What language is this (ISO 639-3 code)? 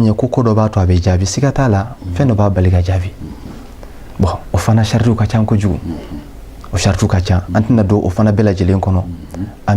bam